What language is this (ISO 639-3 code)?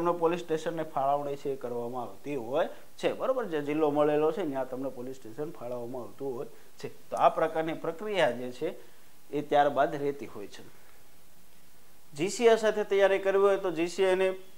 guj